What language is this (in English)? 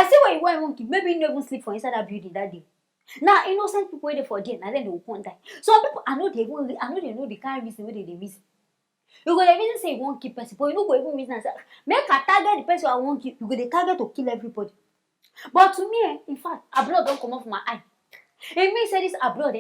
Nigerian Pidgin